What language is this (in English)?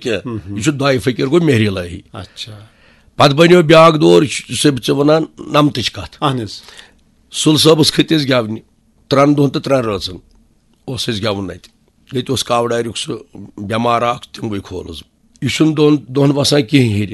Kashmiri